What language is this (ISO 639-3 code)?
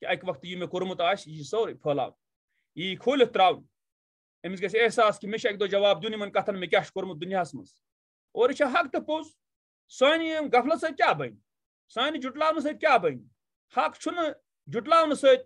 kas